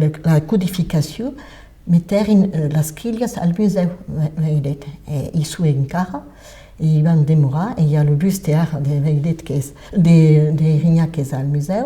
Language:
Occitan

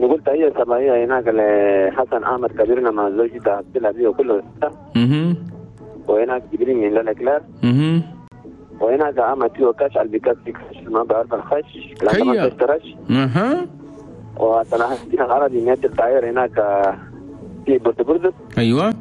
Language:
Chadian Arabic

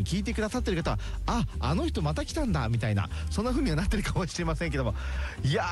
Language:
Japanese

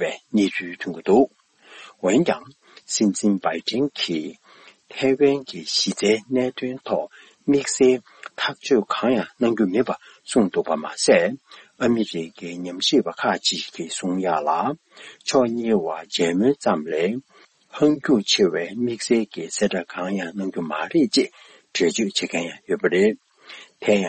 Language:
Tibetan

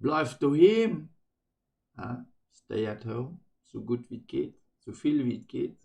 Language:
Luxembourgish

